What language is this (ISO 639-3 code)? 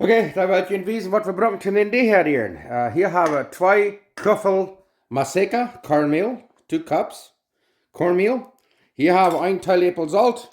pdt